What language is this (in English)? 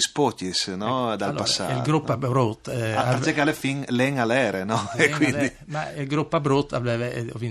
Friulian